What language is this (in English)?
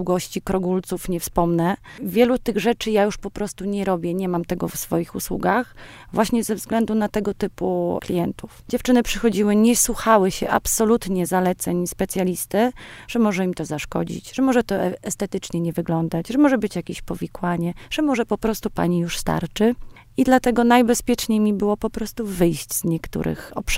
Polish